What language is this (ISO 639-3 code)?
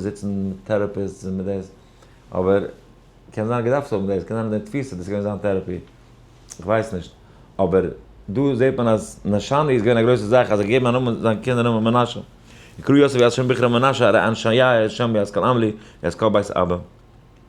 yid